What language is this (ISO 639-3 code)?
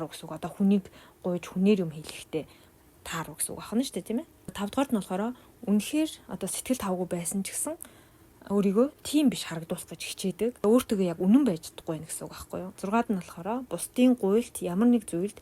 mon